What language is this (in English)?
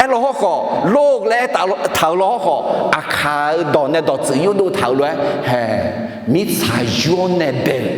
Akha